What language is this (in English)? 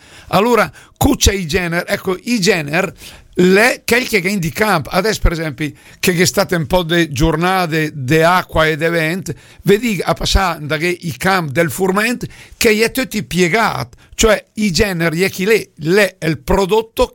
Lombard